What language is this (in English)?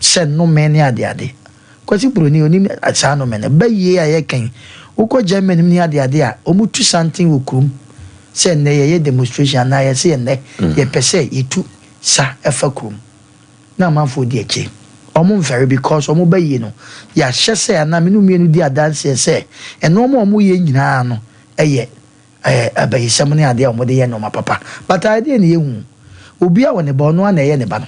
Akan